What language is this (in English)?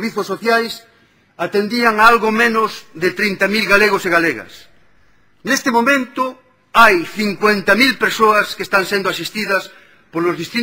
Galician